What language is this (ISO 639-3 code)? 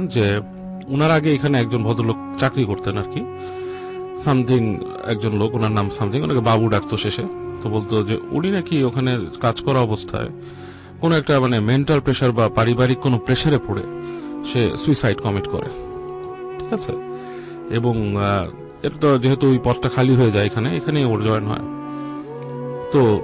ben